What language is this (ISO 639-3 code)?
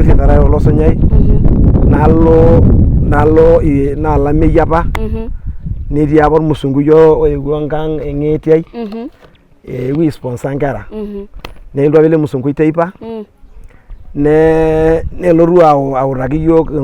mas